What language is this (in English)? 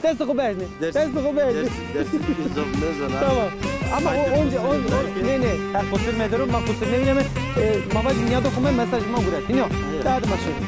Zaza